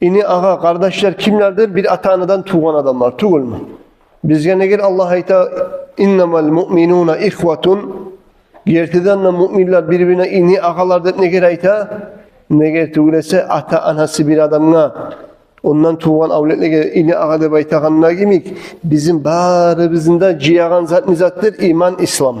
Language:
Kumyk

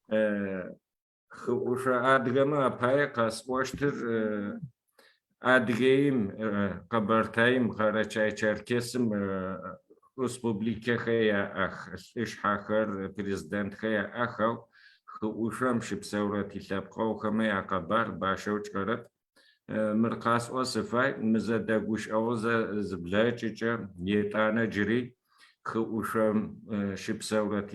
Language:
Adyghe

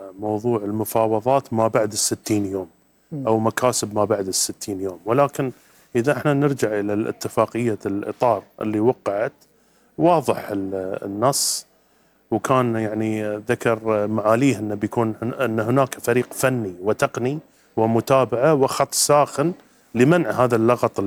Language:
North Levantine Arabic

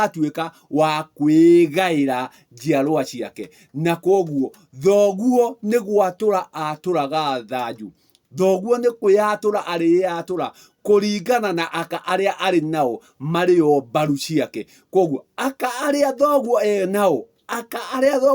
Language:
Kikuyu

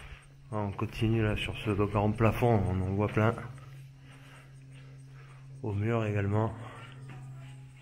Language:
French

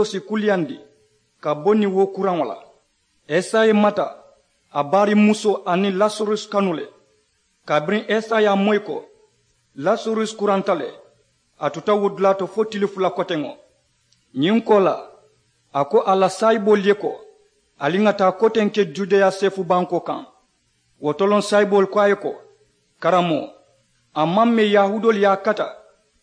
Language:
Mandingo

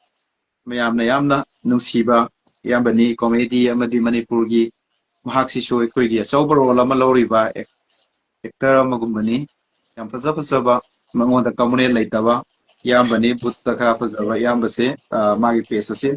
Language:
Manipuri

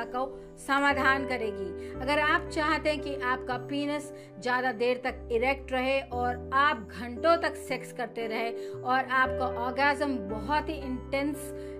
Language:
Hindi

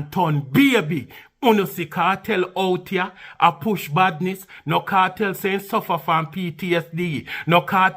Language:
Jamaican Creole English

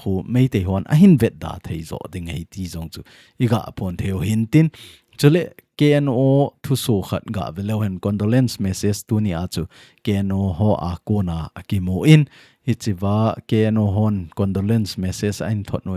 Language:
Thado Chin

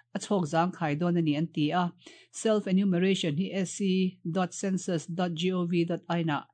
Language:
Mizo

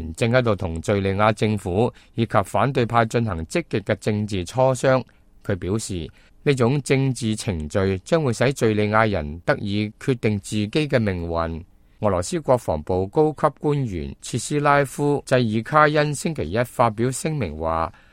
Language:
Cantonese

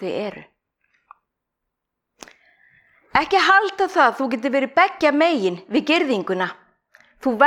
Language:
Icelandic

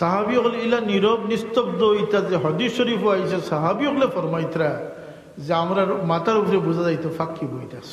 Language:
Sylheti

